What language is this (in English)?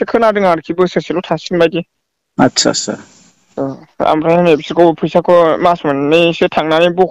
Bodo